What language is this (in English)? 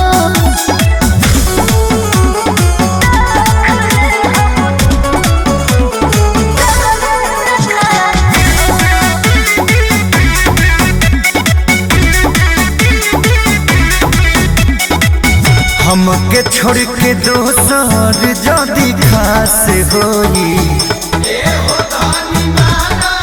Bhojpuri